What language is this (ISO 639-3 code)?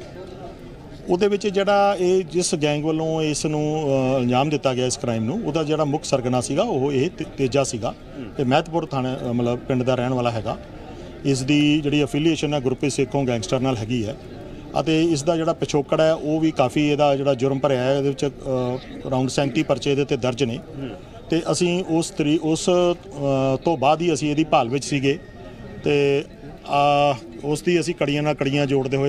pan